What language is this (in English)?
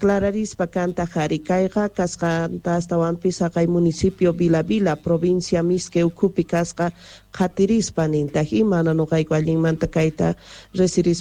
South Bolivian Quechua